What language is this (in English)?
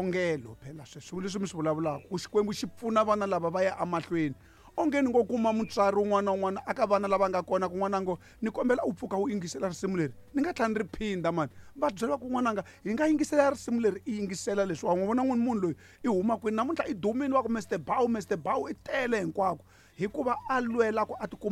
Tsonga